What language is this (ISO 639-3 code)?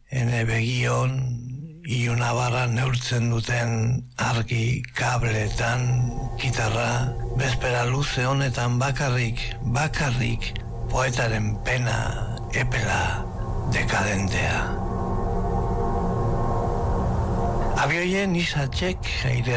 eus